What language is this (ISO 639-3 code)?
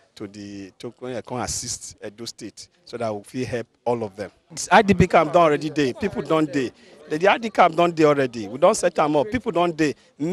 pcm